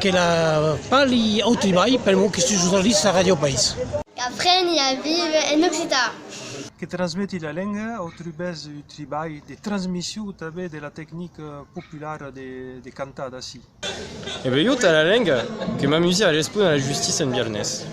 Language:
Occitan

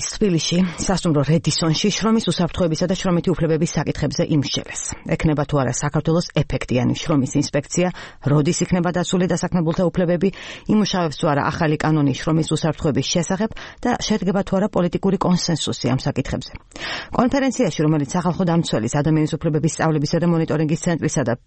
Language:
Georgian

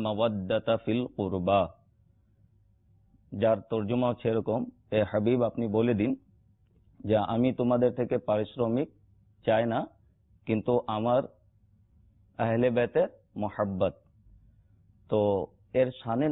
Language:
Bangla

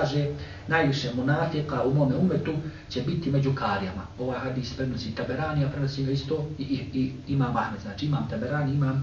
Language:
Bosnian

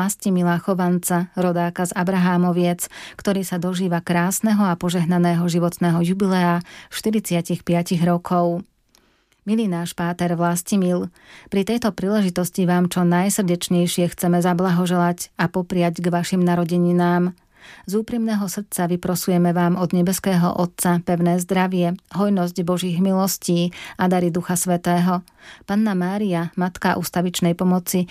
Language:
Slovak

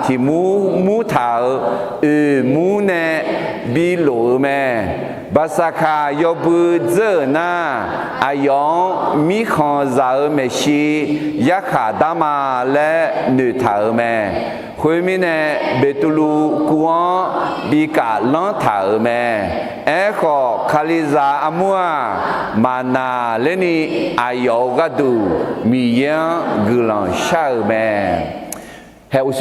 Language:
Akha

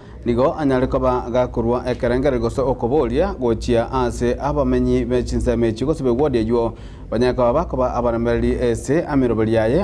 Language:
Gusii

